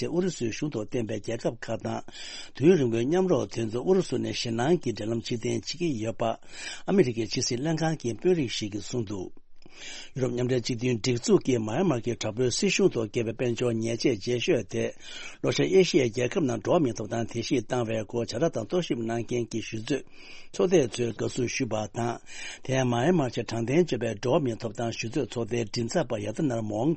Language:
Tibetan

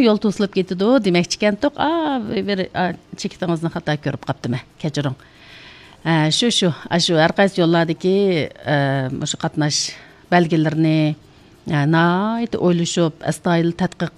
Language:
Uyghur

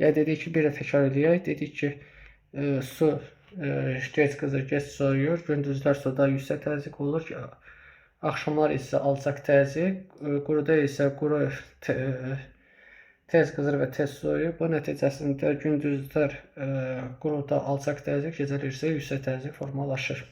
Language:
Azerbaijani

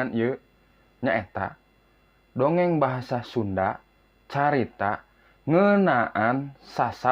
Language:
Sundanese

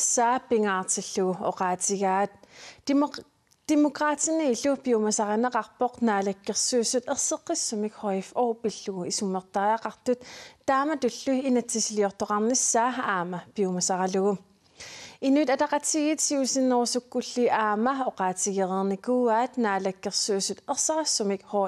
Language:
Kalaallisut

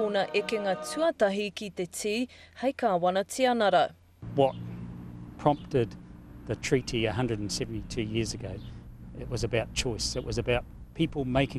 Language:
Māori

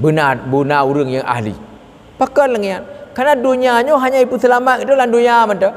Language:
Achinese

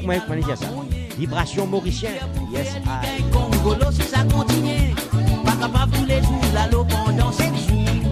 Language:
Morisyen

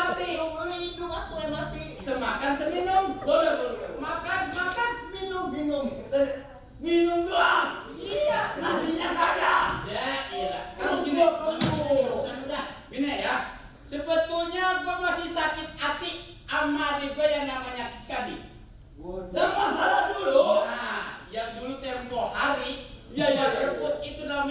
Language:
Betawi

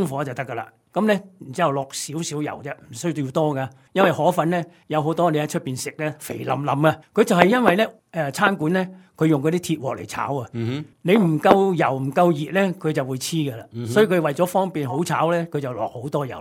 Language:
Cantonese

